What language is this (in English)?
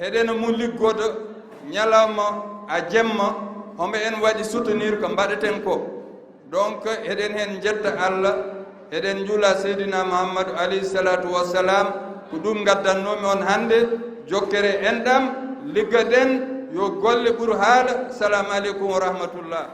Fula